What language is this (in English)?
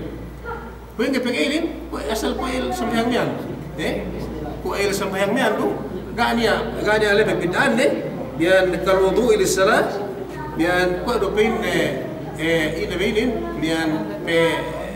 Yakan